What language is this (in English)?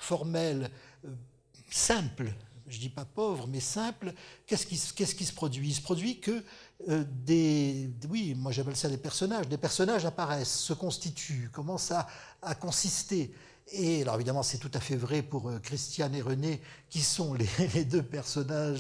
French